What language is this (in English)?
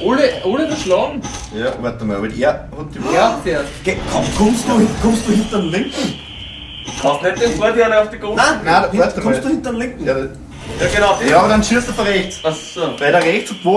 Bavarian